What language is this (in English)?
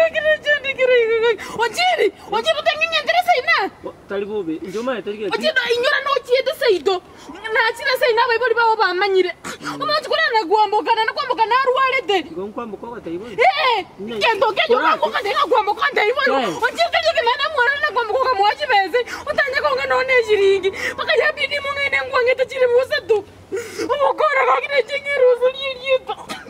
Gusii